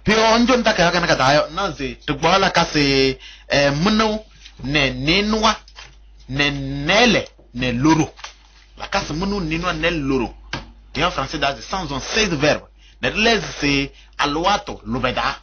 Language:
Kabiyè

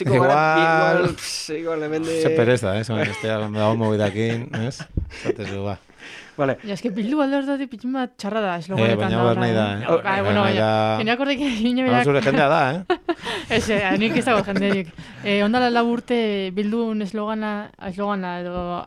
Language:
Basque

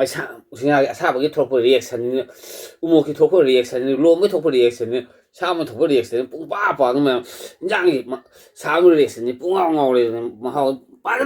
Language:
Manipuri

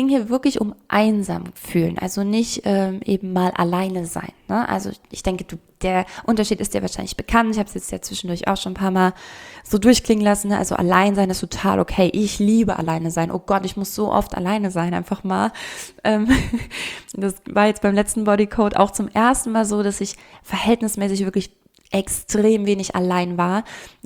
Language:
German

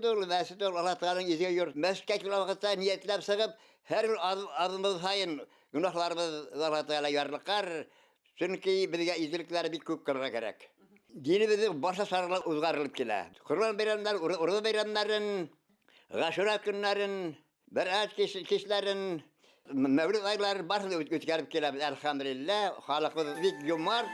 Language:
Bashkir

